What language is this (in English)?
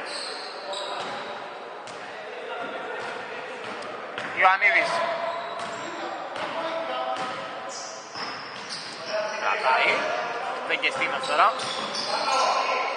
Greek